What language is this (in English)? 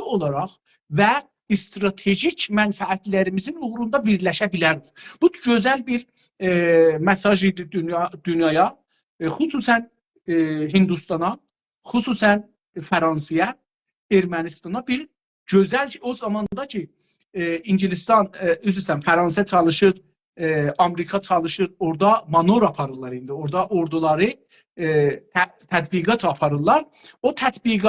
South Azerbaijani